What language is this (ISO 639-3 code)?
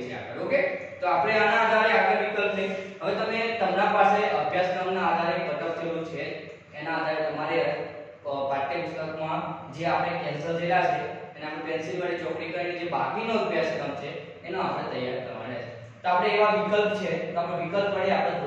guj